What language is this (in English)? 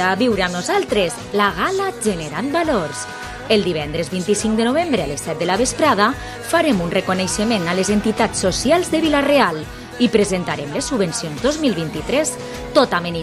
Catalan